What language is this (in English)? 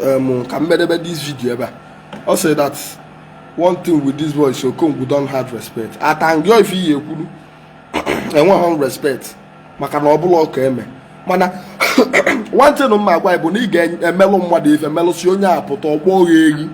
Igbo